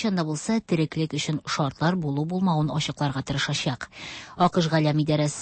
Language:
Tatar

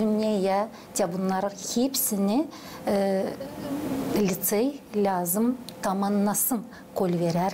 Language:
Gagauz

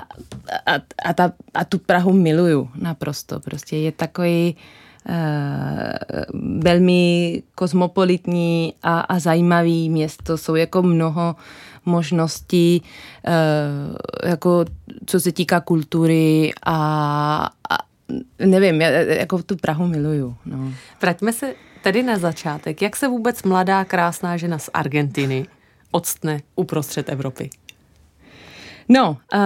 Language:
Czech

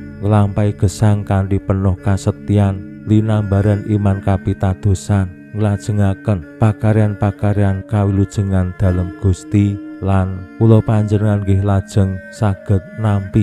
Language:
Javanese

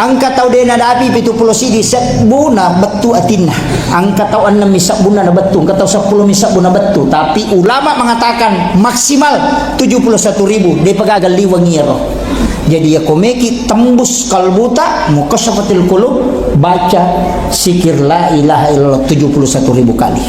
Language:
Buginese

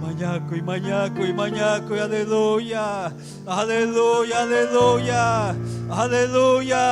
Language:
Ayacucho Quechua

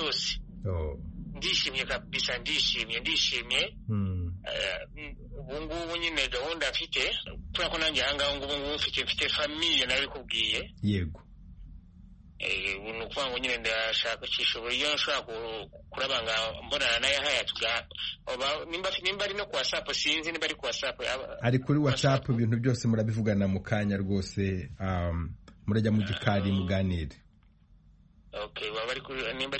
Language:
Kinyarwanda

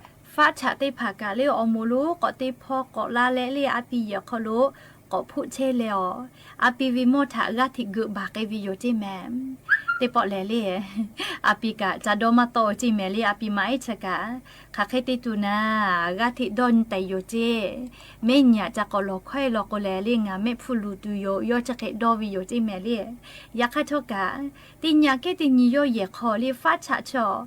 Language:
Lahu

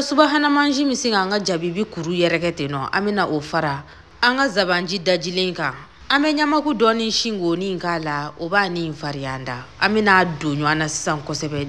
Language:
Bambara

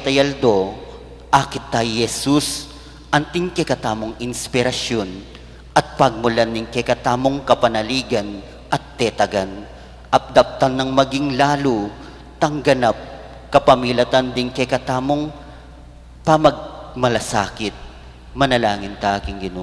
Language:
Pampanga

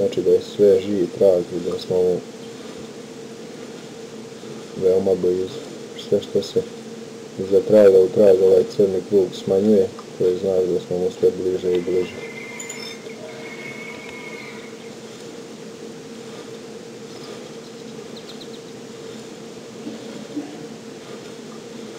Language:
Croatian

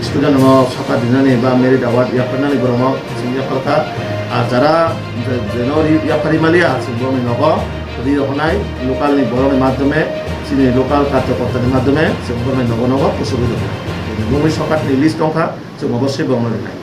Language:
Kok Borok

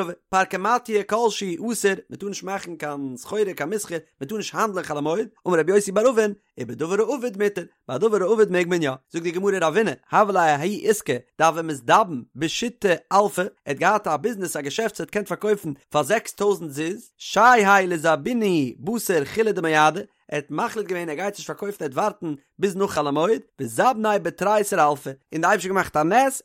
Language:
Yiddish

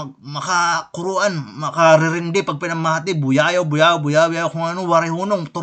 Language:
Waray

